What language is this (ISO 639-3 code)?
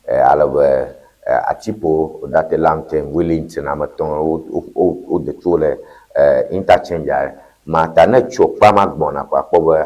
ewe